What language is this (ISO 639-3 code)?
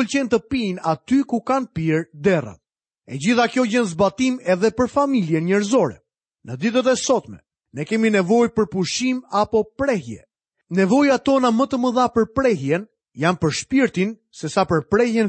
sqi